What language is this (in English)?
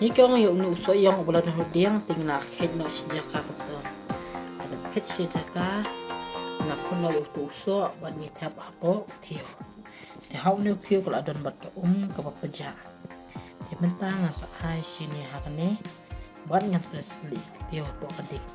Khasi